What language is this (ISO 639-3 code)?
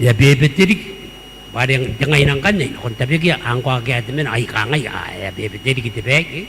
gil